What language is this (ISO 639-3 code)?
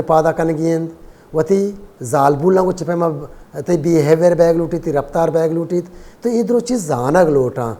bal